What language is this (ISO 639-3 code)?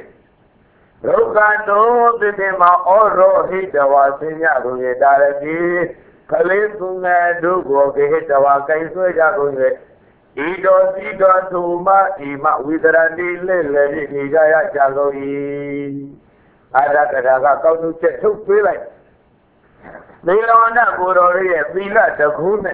mya